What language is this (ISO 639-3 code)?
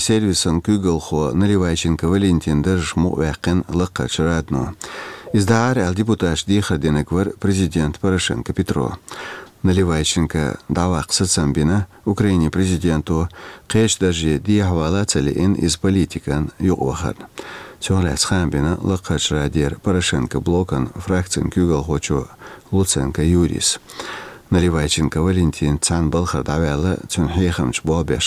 che